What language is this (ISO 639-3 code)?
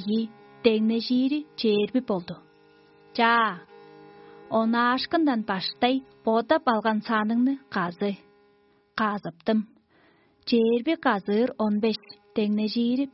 tyv